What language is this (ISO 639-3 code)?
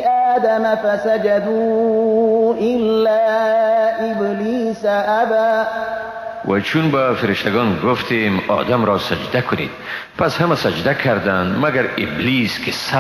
fas